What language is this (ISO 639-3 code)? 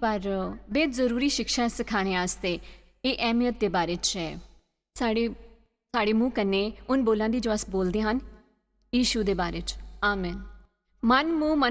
doi